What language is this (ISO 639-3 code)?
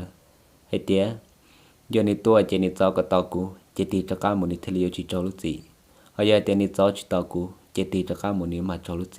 hmn